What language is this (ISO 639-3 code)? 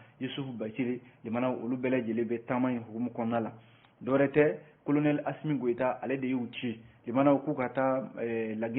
bam